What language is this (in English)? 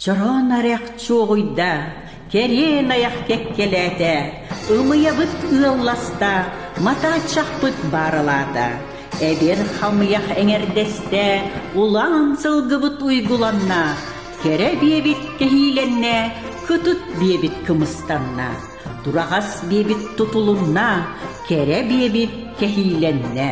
Yakut